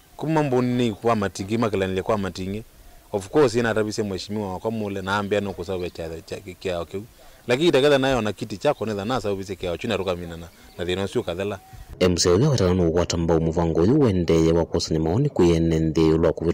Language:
Kamba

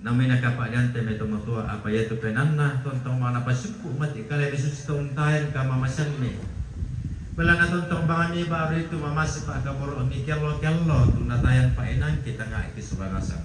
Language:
Toraja-Sa'dan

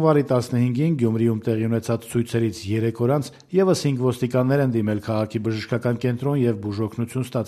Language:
Armenian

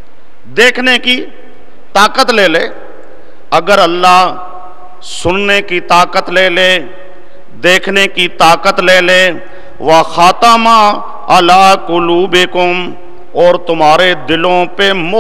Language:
Urdu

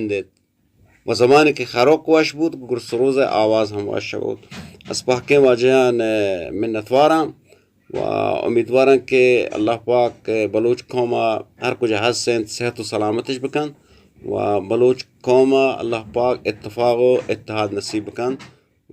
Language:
Eastern Balochi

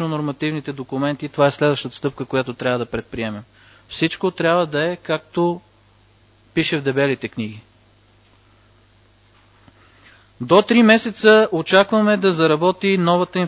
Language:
Bulgarian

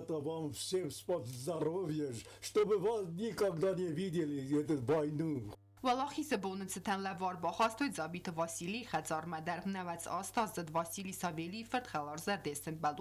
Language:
Ossetic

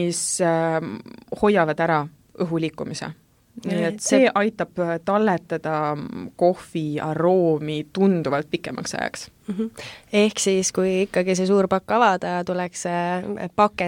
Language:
Estonian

